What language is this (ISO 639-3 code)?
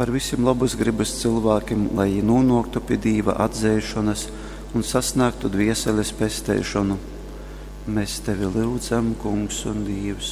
ltg